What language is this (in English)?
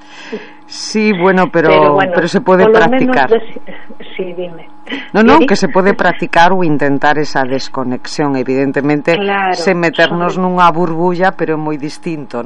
Galician